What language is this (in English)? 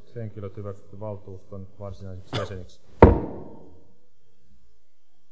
Finnish